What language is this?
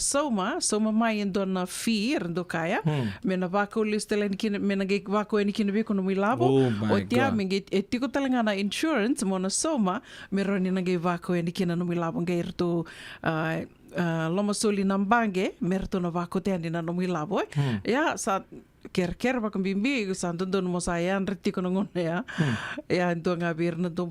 Fijian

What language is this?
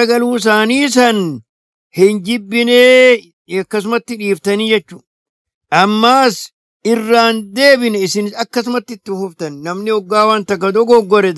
Oromo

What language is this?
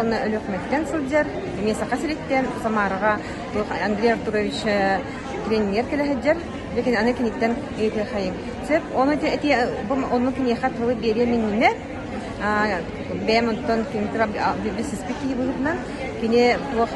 Yakut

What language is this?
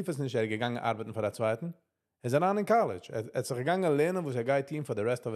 Yiddish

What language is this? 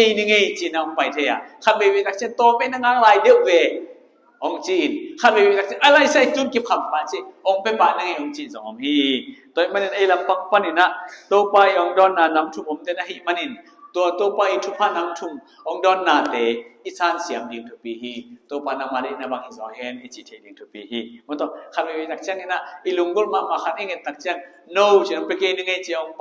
Tedim Chin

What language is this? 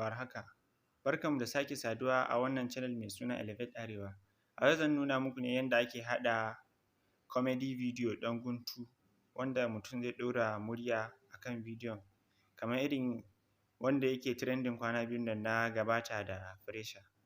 Hausa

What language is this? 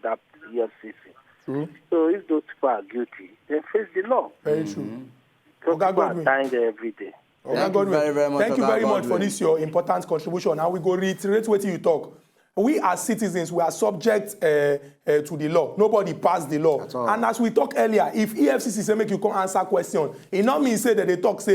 Nigerian Pidgin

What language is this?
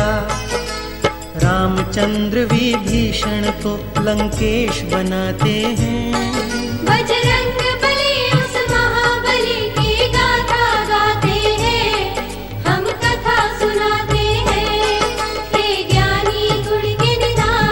Hindi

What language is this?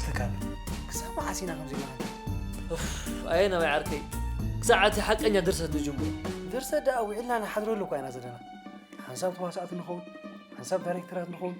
Tigrinya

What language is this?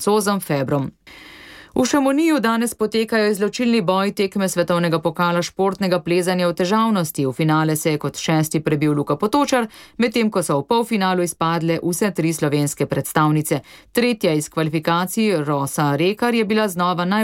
Slovenian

